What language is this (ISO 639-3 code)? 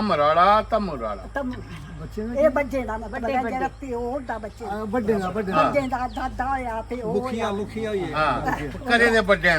doi